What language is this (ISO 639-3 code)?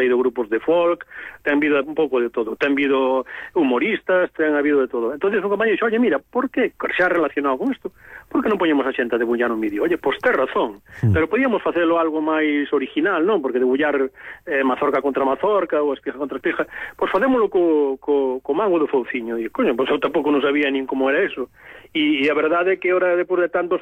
glg